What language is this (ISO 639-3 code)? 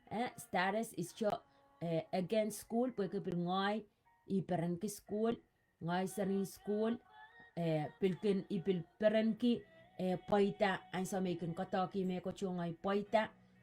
pon